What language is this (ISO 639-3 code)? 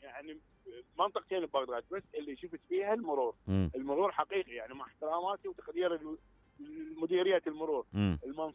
acm